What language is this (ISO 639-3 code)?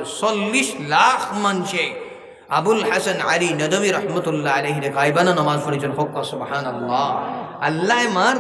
syl